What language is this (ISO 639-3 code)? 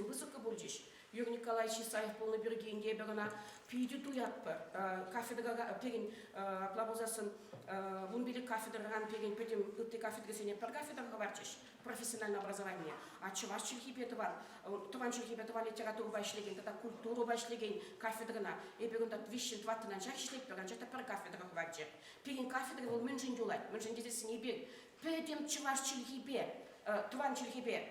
chv